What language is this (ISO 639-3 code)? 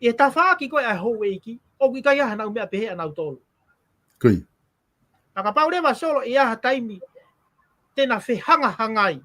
ton